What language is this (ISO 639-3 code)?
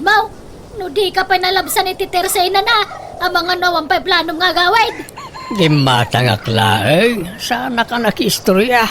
ilo